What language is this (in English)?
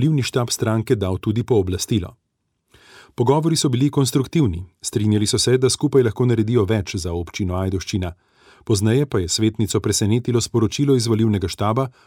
Slovenian